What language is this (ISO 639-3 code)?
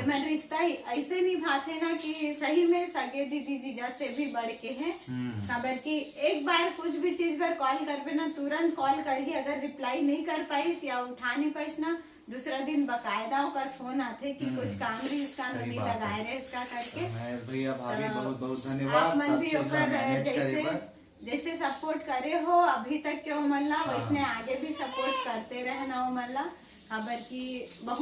hne